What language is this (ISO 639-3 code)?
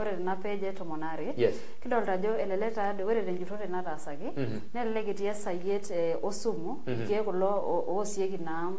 mas